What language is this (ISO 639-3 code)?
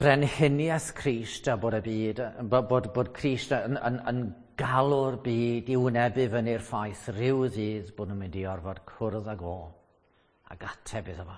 cym